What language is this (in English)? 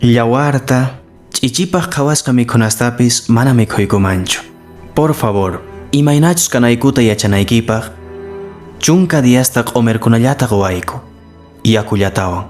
Quechua